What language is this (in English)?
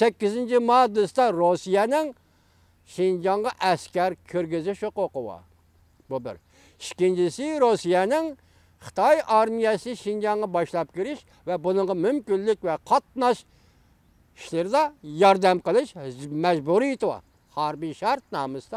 Uyghur